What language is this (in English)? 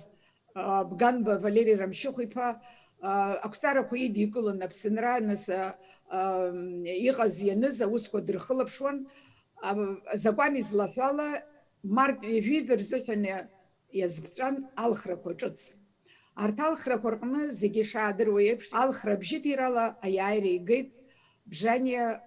Abkhazian